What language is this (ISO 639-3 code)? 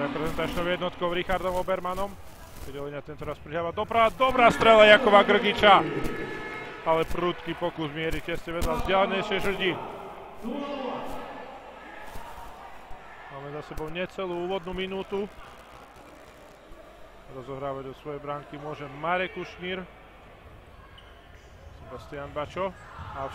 slk